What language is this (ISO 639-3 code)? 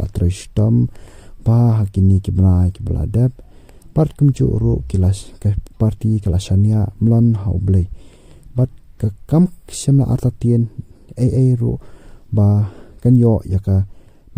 kha